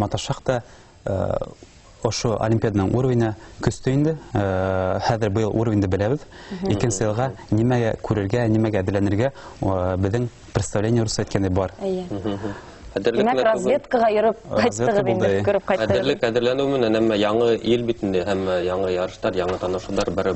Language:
Bashkir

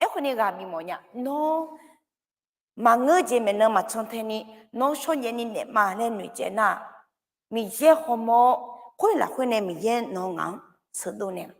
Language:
Akha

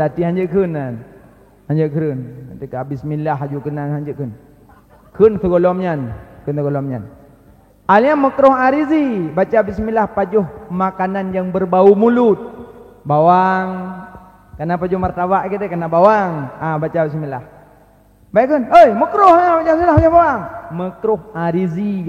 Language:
Achinese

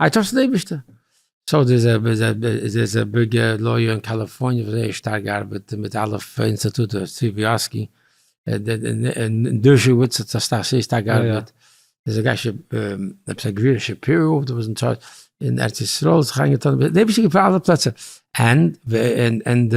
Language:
Yiddish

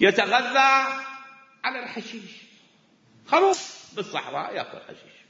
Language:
Mesopotamian Arabic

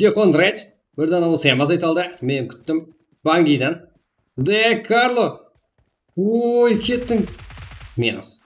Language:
Kara-Kalpak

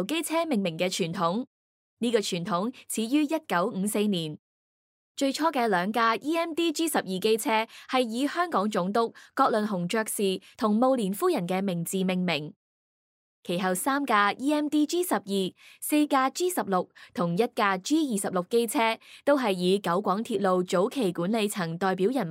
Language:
Cantonese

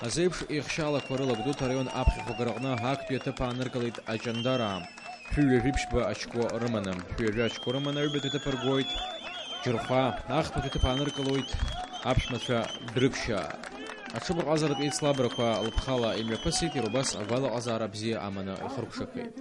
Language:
Abkhazian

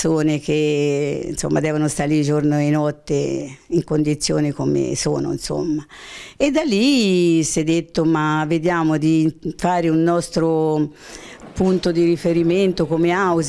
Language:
Italian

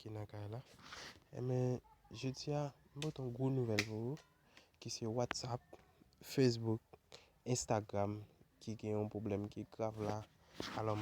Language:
Haitian Creole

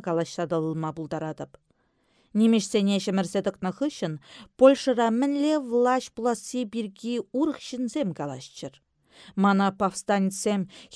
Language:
Chuvash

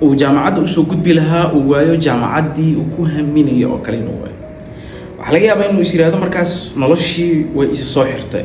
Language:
Somali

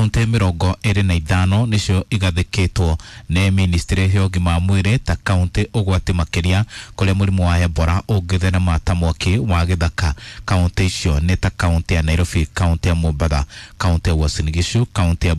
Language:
Kikuyu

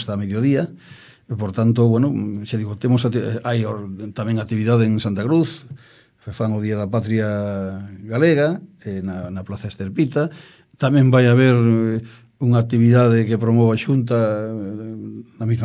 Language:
Galician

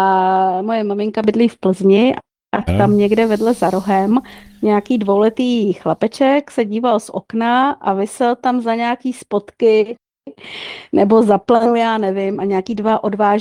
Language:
Czech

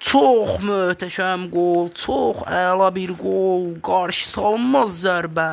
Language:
Azerbaijani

